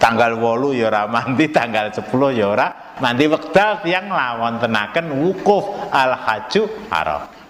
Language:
Javanese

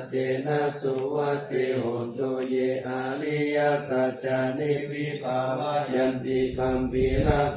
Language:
Pali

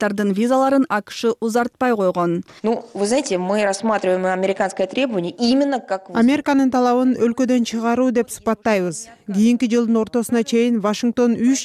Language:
Kyrgyz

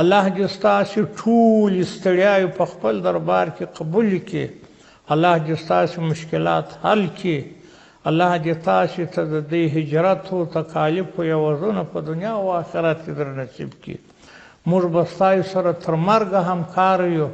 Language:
Pashto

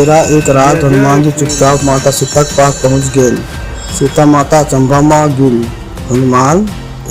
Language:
Chhattisgarhi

